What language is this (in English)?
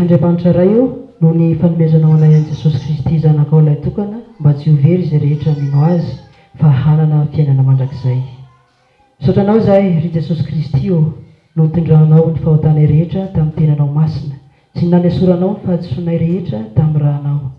Malagasy